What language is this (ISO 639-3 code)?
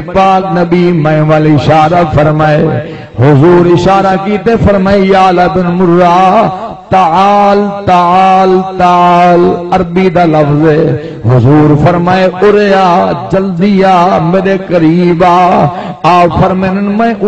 skr